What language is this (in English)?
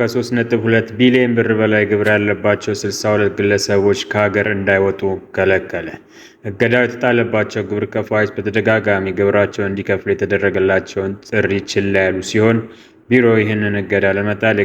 Amharic